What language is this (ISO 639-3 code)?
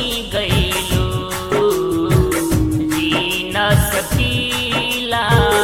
bho